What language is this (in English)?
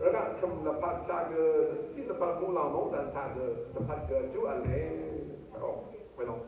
Rawang